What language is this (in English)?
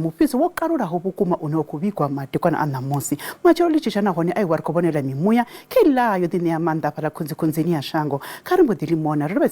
Venda